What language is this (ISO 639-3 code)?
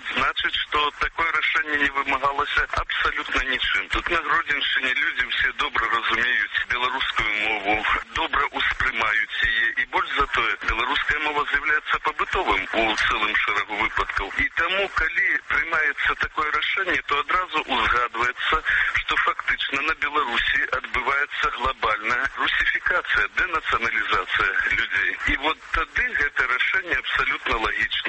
bel